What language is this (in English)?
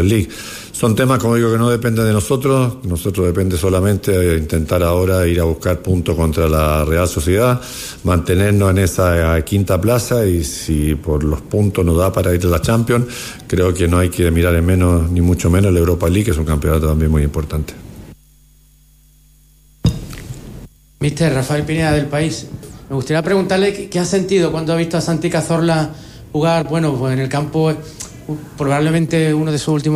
Spanish